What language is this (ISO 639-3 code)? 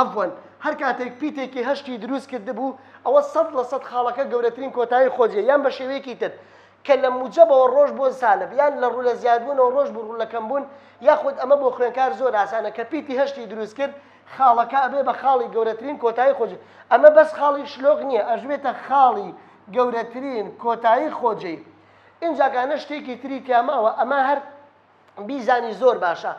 ckb